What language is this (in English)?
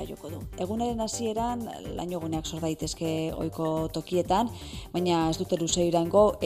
Basque